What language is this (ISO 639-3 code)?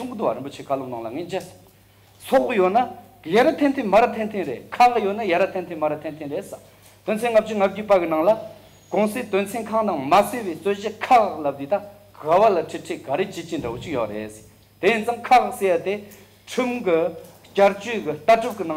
bod